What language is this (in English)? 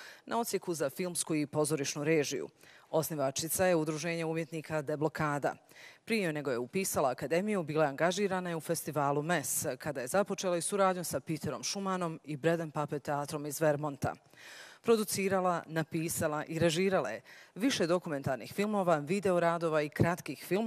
Bosnian